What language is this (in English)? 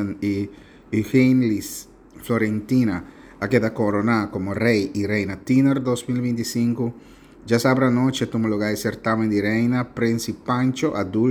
Papiamento